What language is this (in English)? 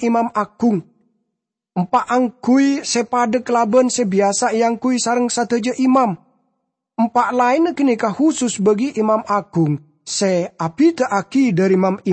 Madurese